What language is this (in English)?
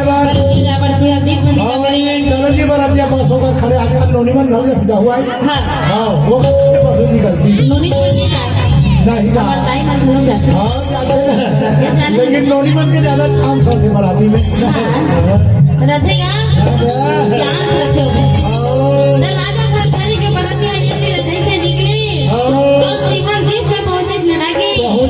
Chhattisgarhi